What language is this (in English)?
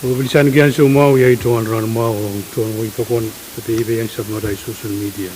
Pohnpeian